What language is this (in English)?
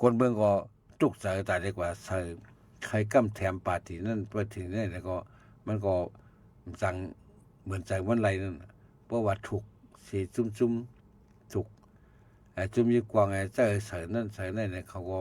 Shan